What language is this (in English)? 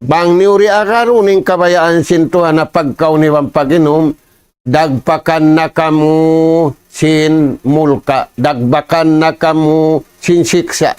Tausug